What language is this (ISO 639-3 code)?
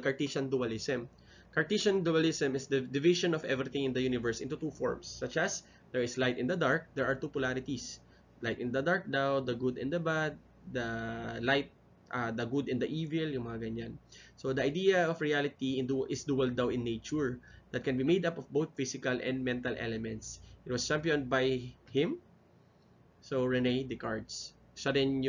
fil